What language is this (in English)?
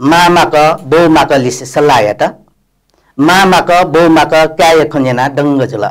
Newari